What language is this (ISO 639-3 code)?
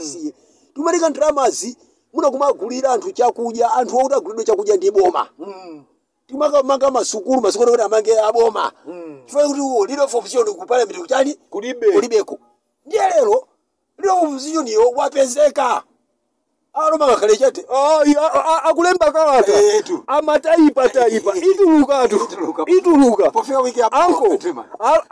nya